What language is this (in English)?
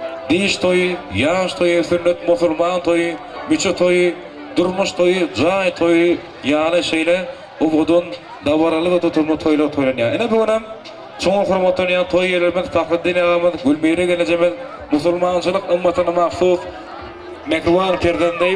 Turkmen